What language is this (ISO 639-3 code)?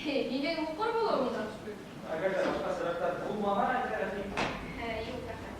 bak